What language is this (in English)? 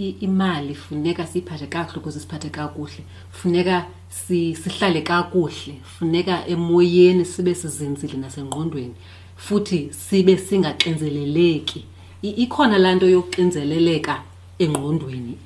Xhosa